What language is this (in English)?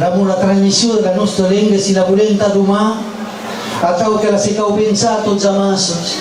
Occitan